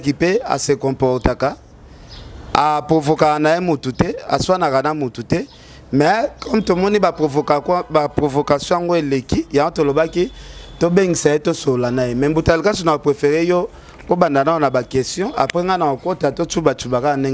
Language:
Lingala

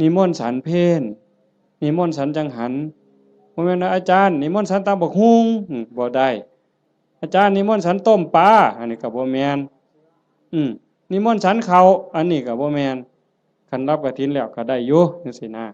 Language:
Northeastern Thai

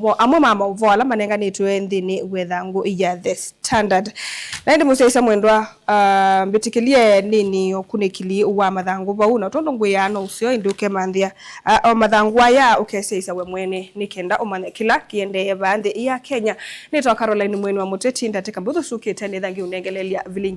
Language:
Kamba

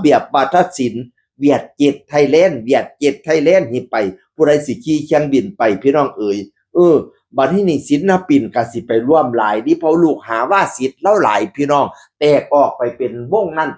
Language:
Northeastern Thai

